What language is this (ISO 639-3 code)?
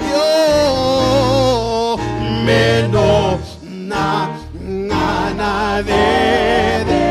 fij